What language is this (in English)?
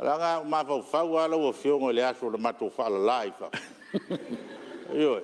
Samoan